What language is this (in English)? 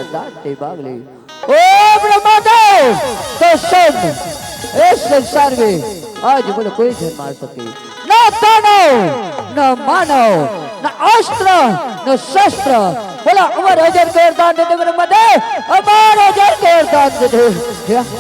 Chhattisgarhi